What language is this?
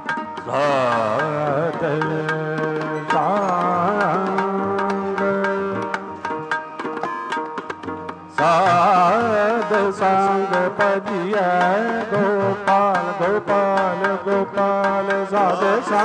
Punjabi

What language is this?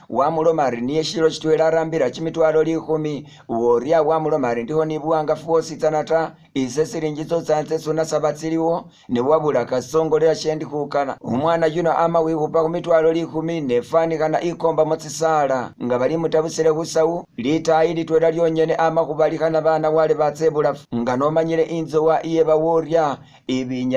Masaaba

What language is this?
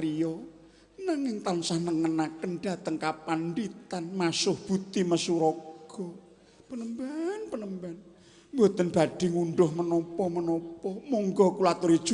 Javanese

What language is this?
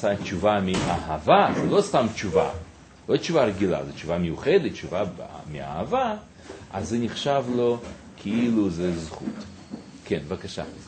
Hebrew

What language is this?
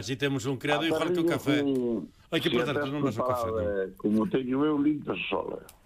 Galician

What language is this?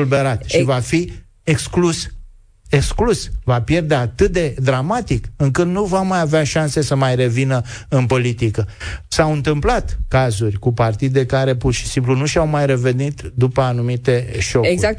Romanian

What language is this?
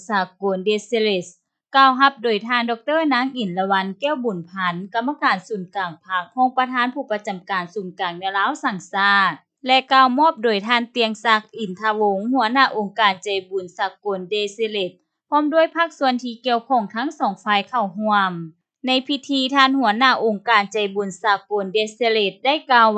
Lao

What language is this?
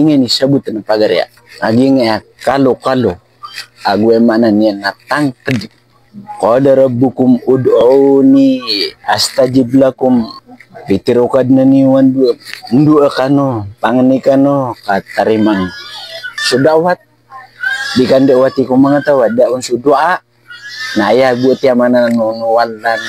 Maranao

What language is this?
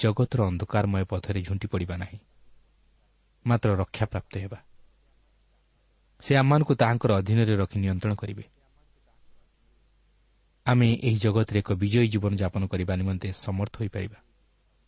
Odia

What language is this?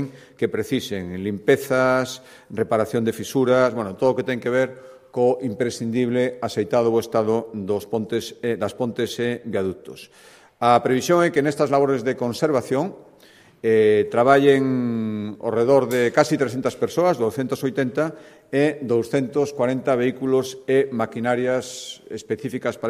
Galician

